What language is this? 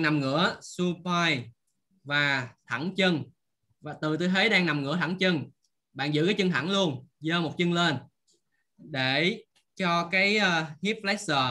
Vietnamese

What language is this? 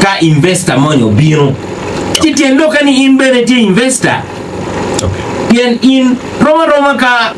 Acoli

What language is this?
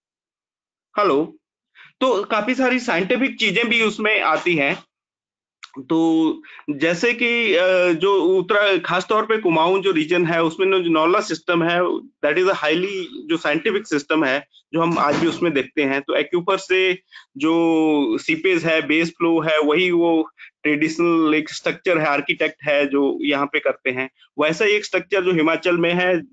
Hindi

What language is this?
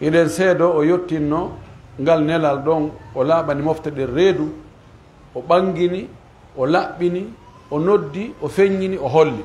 Pular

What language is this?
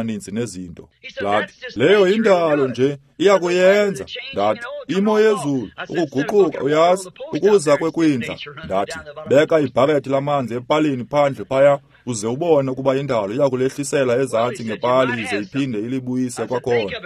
Xhosa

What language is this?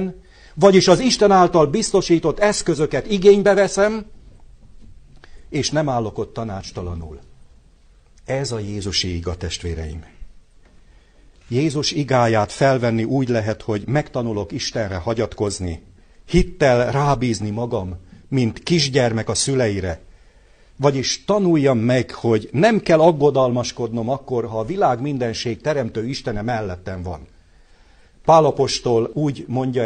Hungarian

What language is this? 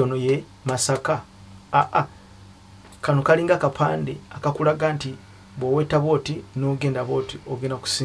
Ganda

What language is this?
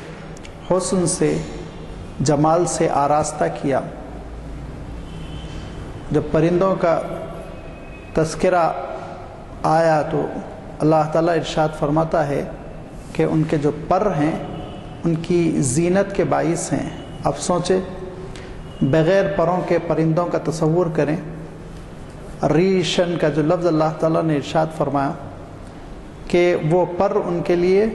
Urdu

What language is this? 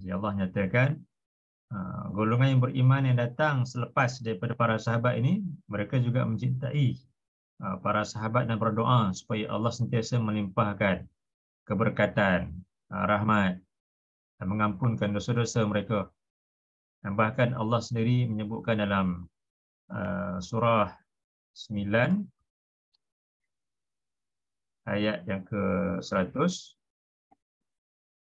Malay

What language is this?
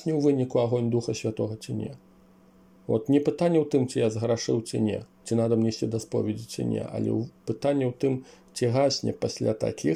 Belarusian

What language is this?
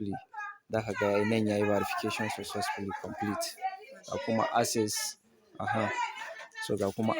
Hausa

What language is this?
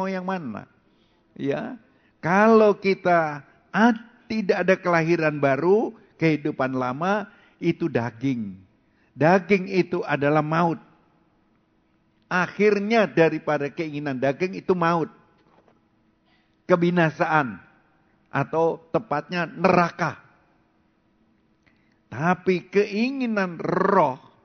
Indonesian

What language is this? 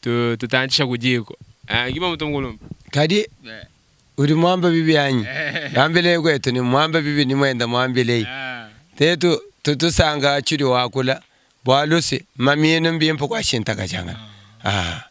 Luba-Lulua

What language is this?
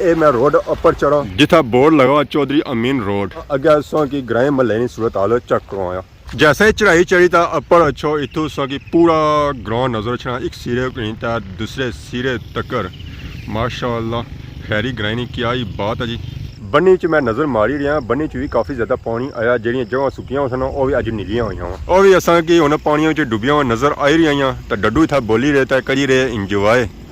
Pahari-Potwari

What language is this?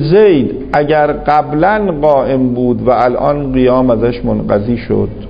Persian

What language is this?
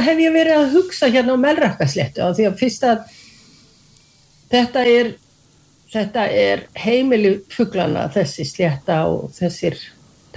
Icelandic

